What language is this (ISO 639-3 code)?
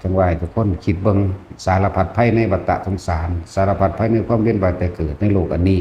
tts